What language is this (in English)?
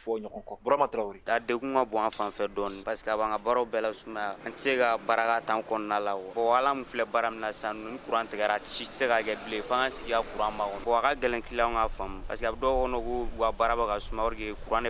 Bambara